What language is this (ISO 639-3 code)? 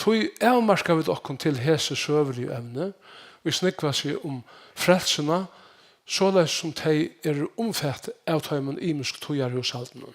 fao